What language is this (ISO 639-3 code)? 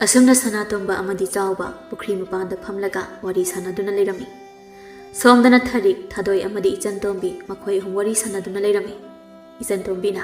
mni